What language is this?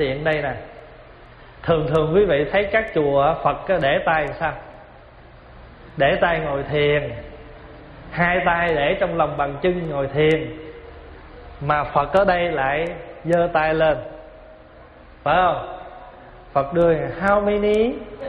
Vietnamese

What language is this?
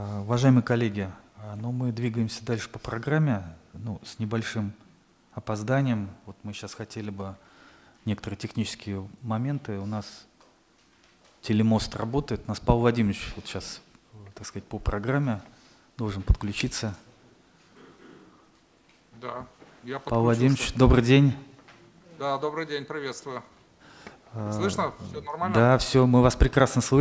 Russian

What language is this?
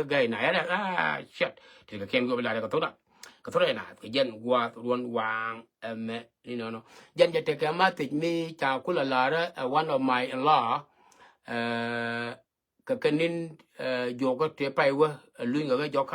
Nuer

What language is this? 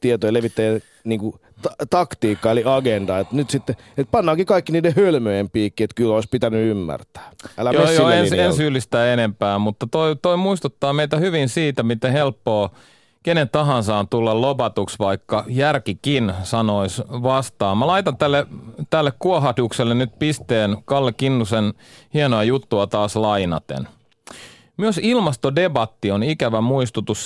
Finnish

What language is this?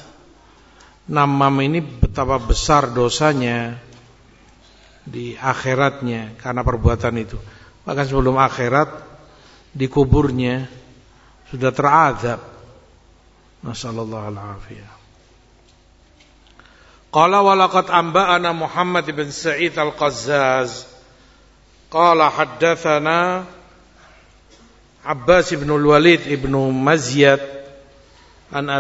Indonesian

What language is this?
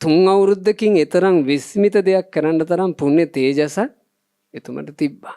Sinhala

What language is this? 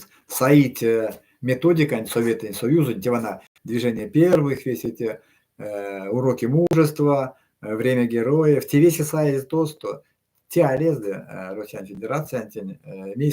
Erzya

